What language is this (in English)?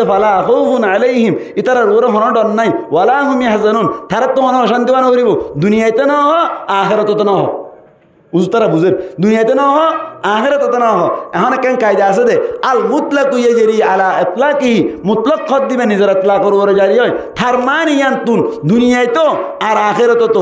Rohingya